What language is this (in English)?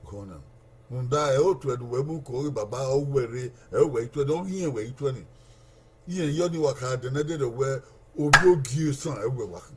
Bini